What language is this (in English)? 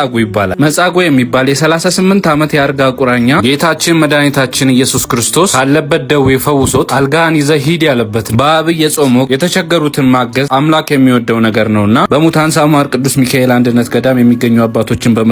Amharic